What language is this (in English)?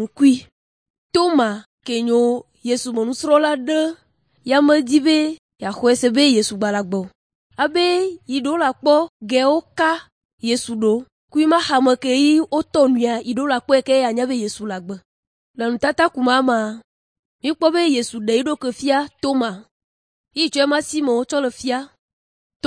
Ewe